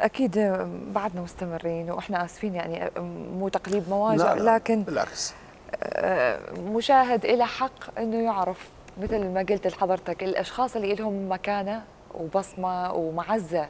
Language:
Mesopotamian Arabic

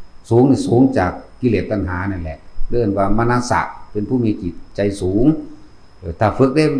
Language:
Northeastern Thai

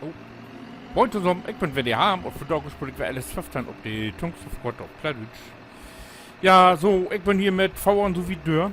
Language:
Low German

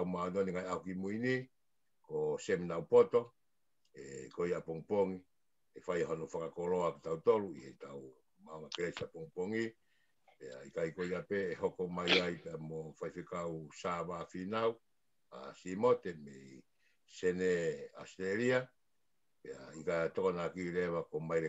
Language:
Tongan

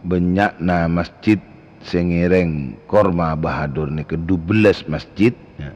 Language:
Madurese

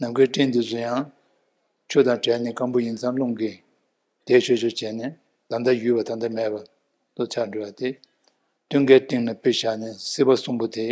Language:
Tibetan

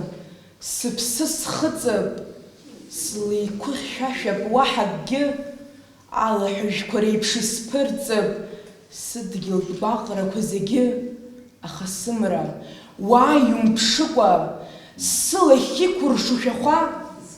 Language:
Abkhazian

